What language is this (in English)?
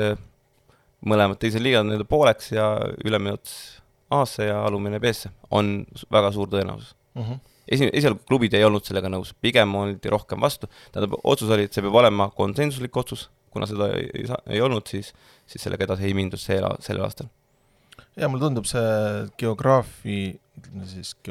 Estonian